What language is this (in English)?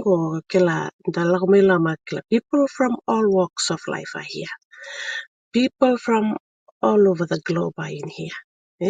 Fijian